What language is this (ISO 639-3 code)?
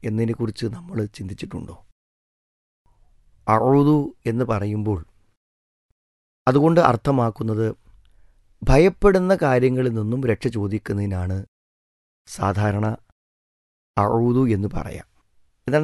mal